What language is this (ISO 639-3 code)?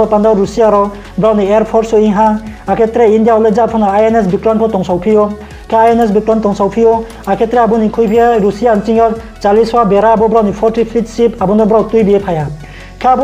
ria